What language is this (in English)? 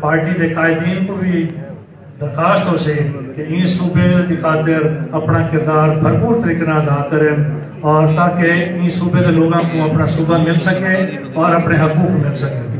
Saraiki